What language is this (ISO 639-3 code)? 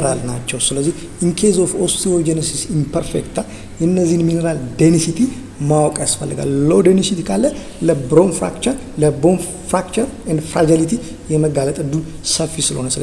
amh